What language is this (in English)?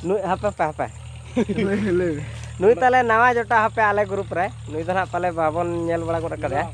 Santali